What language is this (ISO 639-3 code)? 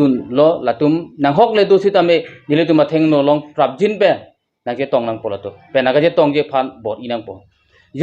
mjw